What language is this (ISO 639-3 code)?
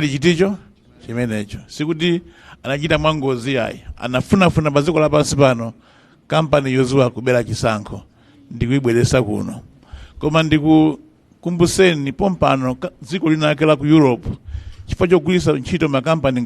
nya